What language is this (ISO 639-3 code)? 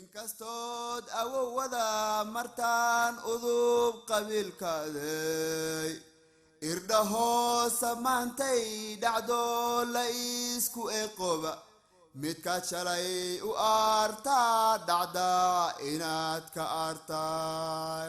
som